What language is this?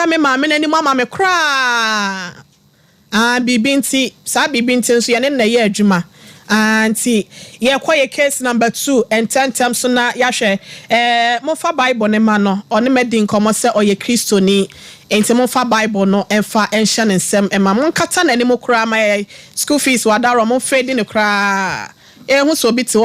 Akan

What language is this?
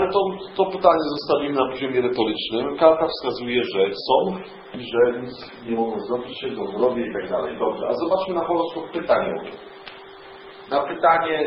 Polish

